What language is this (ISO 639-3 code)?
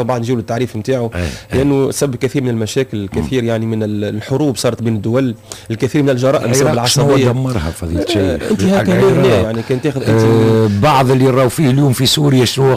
aeb